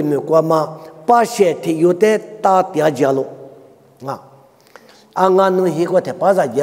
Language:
Lisu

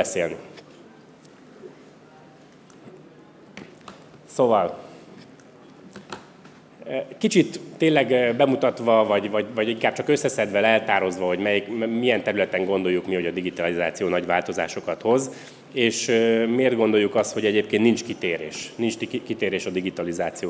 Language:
Hungarian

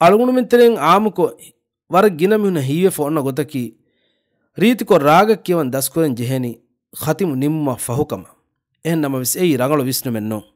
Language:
Divehi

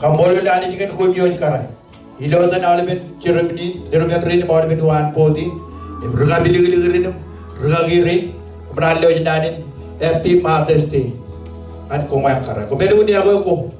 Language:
Marshallese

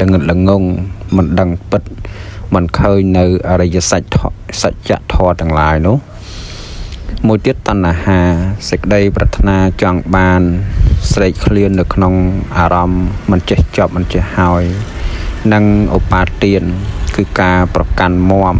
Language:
Khmer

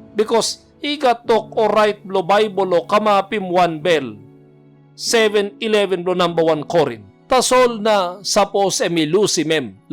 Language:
Tok Pisin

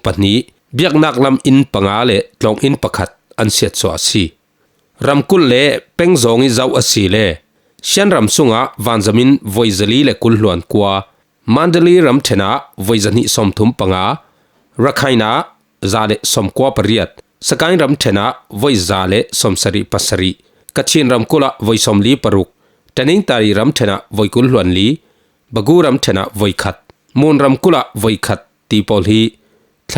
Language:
Falam Chin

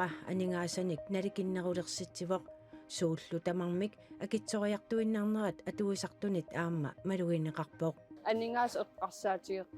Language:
Kalaallisut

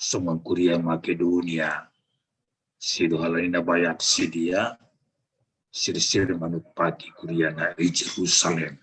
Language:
Batak Simalungun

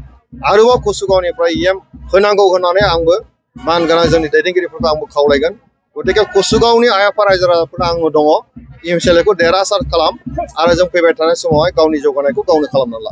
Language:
Bodo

